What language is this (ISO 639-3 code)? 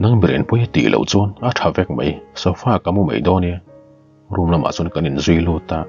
lus